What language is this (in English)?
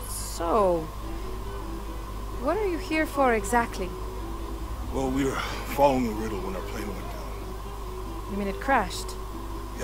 English